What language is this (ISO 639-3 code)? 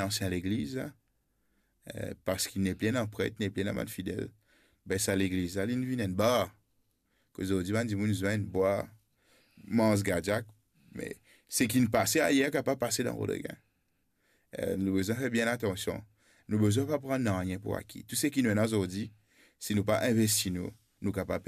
mfe